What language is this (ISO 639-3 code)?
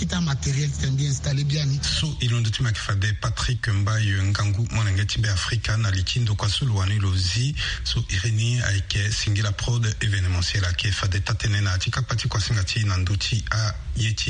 sag